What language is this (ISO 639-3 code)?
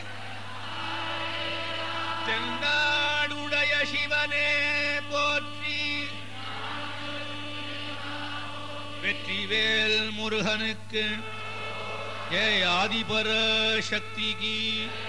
tam